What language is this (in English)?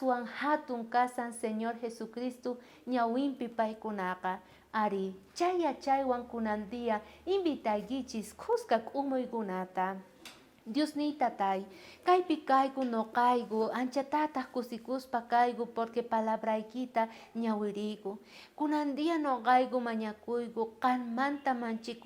South Bolivian Quechua